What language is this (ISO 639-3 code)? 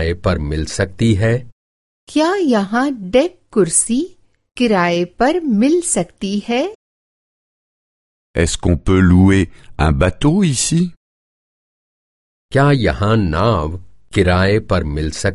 hin